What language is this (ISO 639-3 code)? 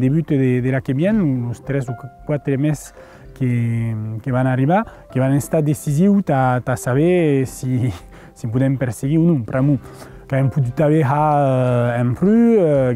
oci